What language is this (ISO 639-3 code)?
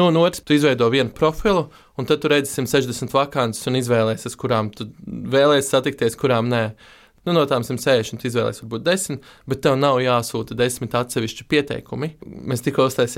lav